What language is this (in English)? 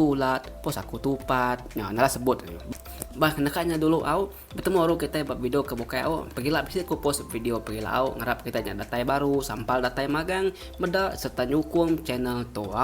Iban